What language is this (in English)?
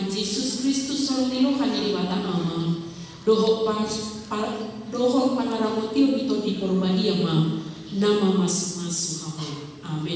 Batak Toba